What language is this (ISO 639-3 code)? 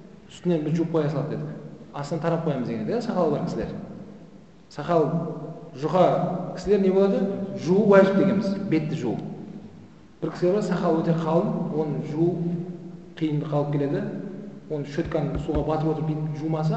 kaz